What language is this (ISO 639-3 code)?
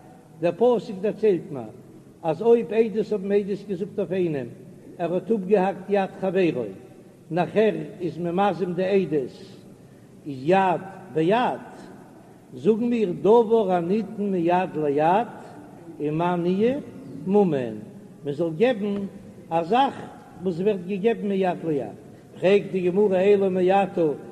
yid